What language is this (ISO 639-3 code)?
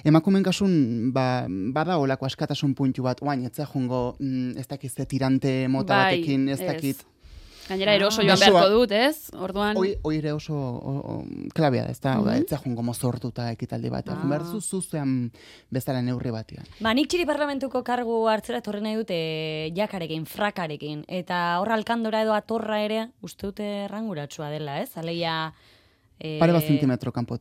eus